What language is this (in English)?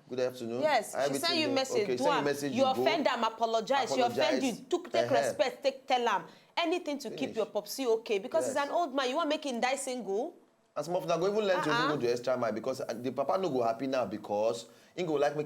Nigerian Pidgin